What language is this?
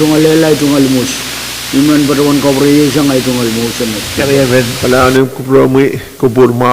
Pohnpeian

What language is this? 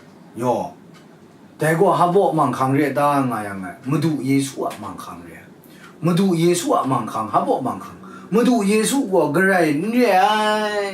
Kachin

